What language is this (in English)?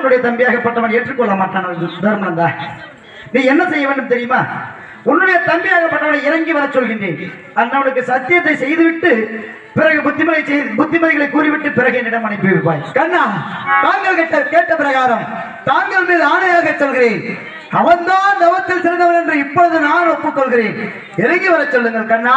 Tamil